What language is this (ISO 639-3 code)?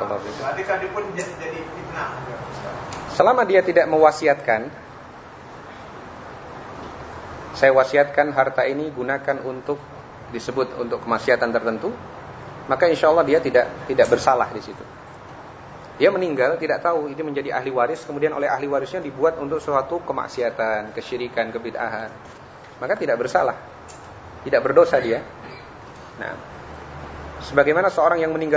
ind